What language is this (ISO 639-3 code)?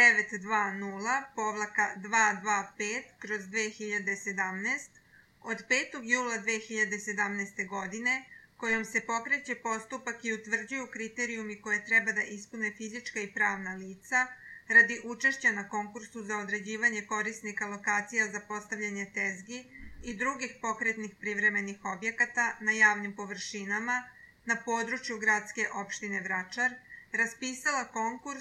srp